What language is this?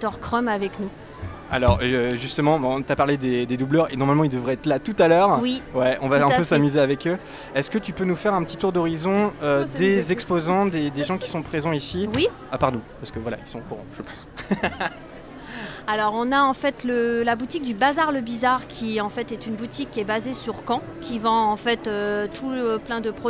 French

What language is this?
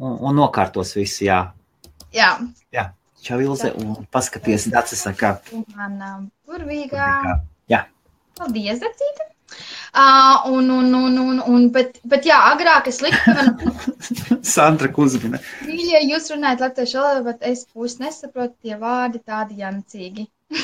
Latvian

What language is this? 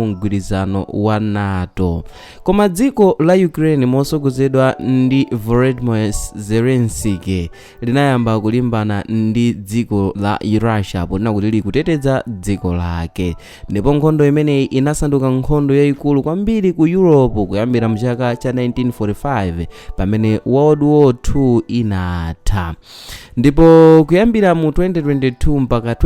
Nyanja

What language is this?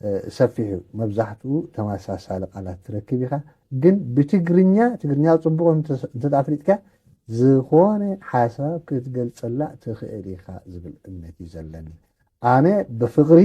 Tigrinya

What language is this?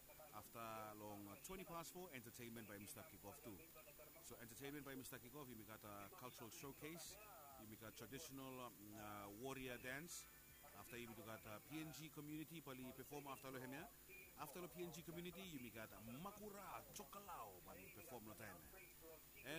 Bislama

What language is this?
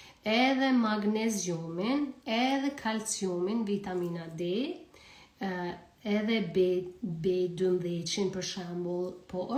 Albanian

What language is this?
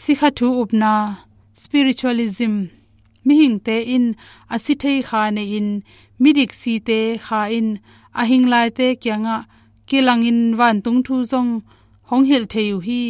Tedim Chin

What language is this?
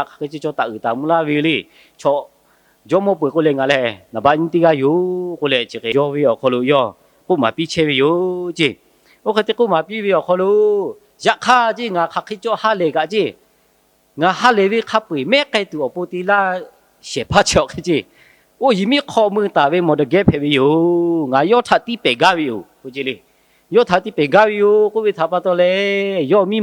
Lahu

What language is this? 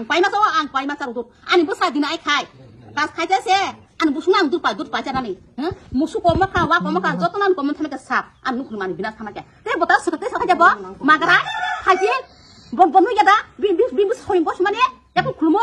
Kok Borok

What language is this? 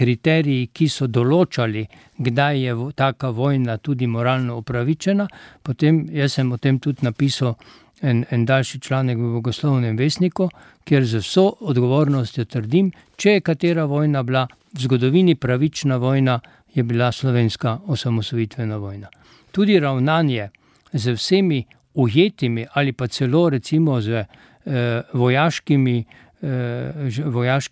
Slovenian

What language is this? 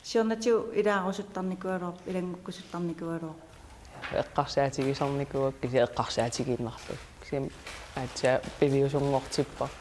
Kalaallisut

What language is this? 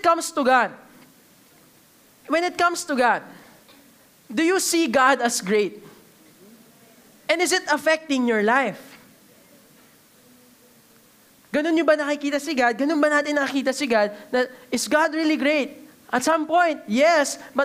Filipino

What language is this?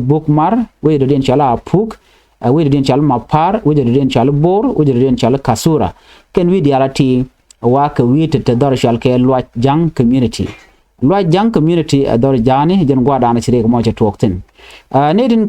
Nuer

